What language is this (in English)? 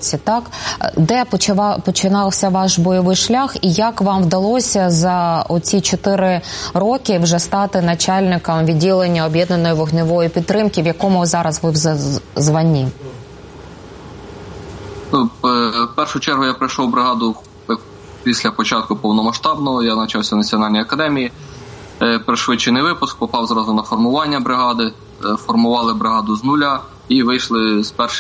Ukrainian